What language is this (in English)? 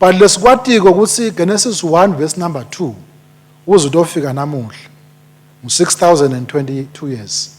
Swati